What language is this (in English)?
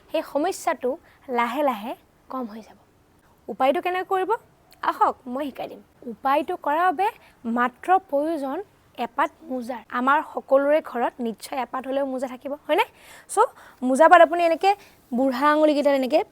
Assamese